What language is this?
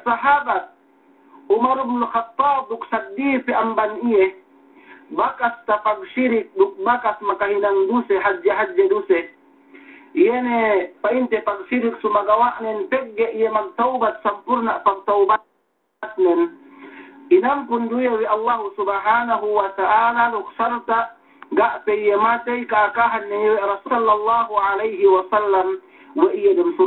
Yakan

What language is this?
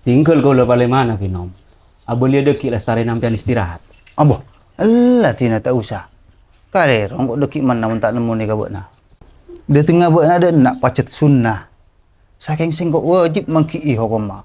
Madurese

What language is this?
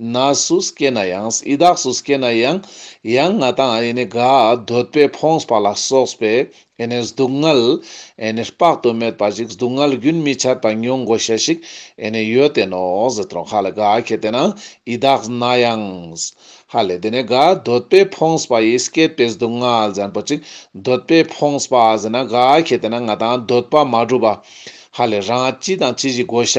Ladakhi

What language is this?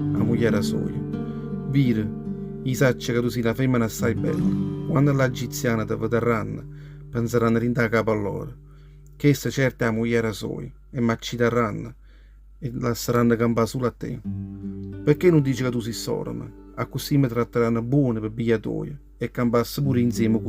Neapolitan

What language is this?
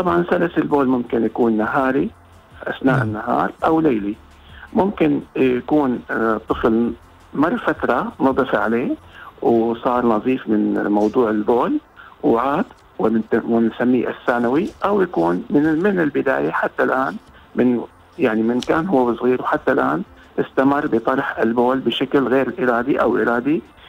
Arabic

